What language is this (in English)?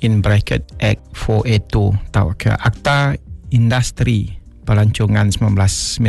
Iban